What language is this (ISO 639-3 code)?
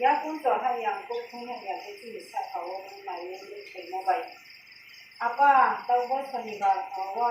ria